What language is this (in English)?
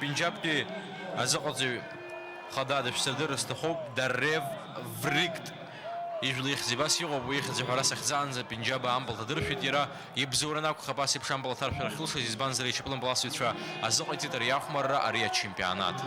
Abkhazian